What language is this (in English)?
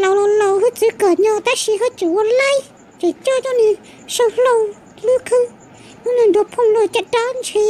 Hmong